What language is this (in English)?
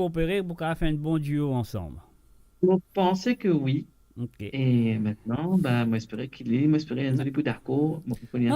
Morisyen